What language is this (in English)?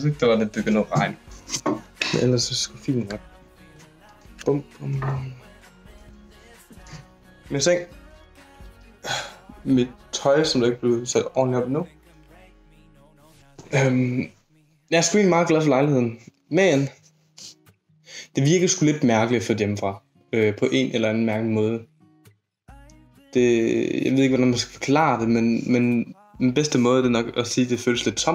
Danish